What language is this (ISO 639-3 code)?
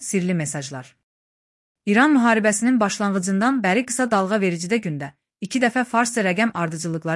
aze